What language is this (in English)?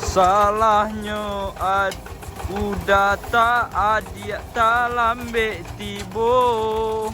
Minangkabau